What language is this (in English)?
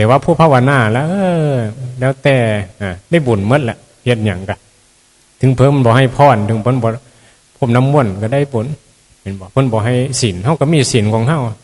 Northeastern Thai